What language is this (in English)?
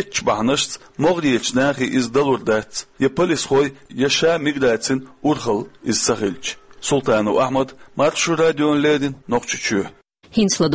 Chechen